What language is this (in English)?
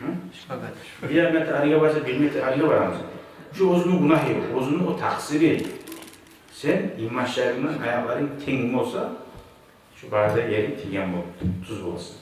Kumyk